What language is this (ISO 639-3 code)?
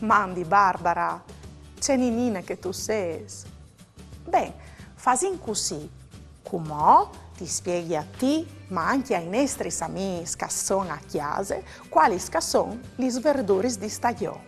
fur